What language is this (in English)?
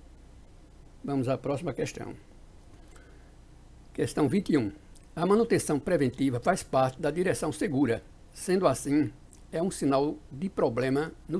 Portuguese